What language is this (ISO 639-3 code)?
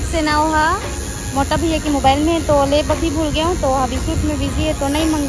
hne